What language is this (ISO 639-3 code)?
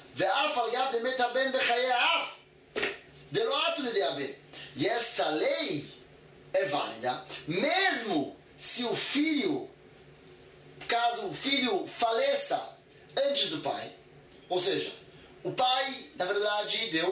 por